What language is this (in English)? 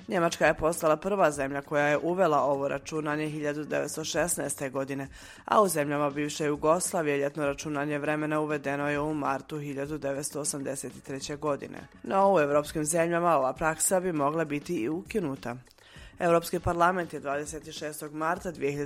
Croatian